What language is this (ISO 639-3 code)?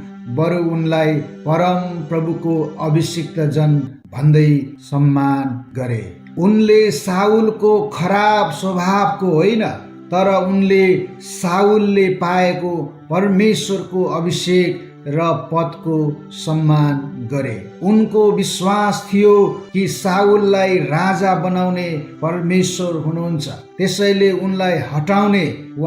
nep